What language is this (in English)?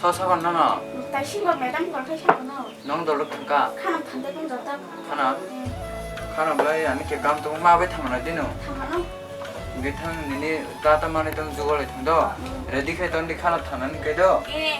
Kok Borok